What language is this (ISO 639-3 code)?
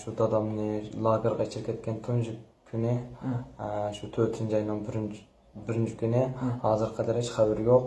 uig